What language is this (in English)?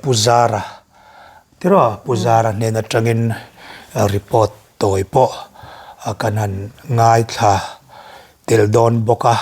Mizo